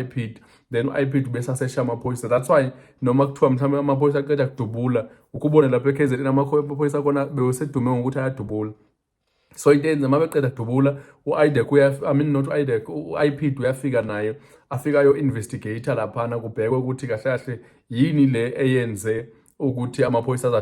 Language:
Zulu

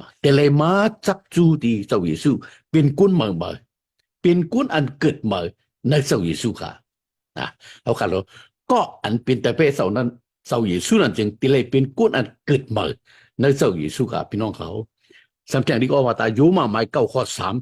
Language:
Shan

